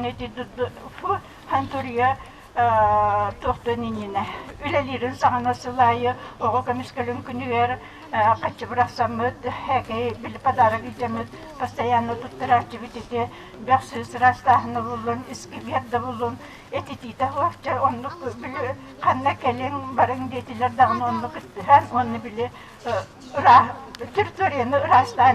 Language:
Yakut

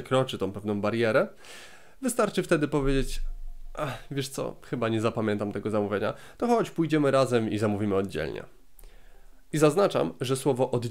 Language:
Polish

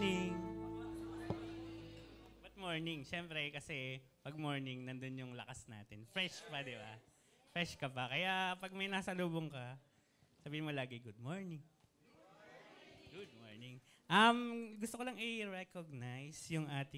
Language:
Filipino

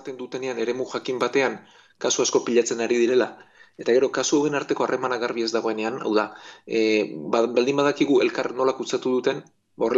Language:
Basque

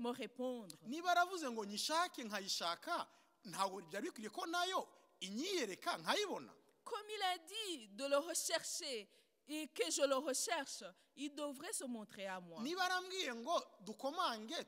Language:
Kinyarwanda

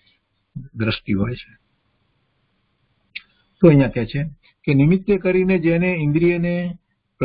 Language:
Gujarati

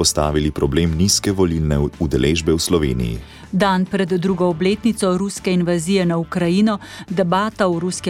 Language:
Slovenian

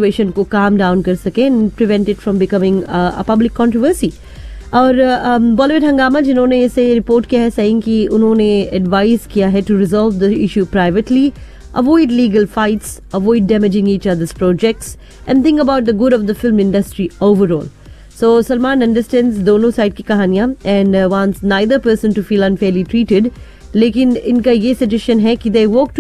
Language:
Hindi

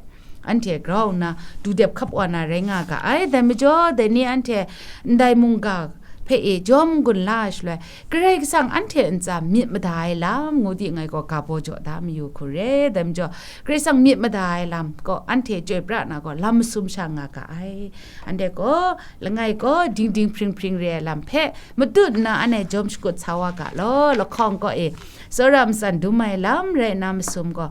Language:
Kachin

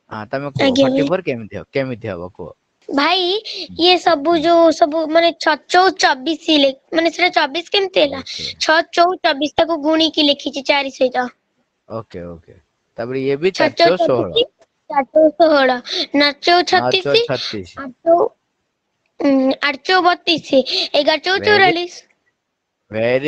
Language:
Odia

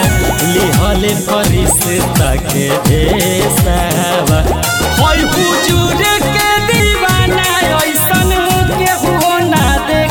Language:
Bhojpuri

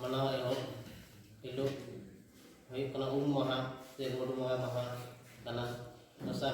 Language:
Santali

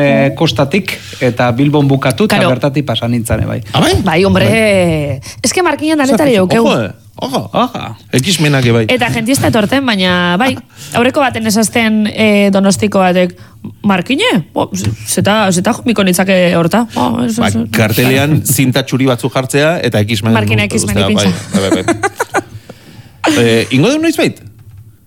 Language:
Basque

